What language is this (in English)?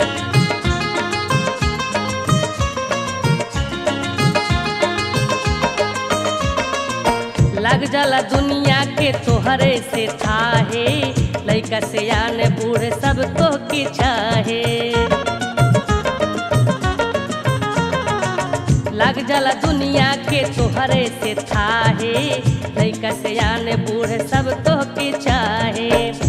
Bhojpuri